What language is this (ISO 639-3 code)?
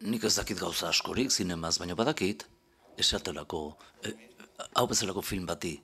eus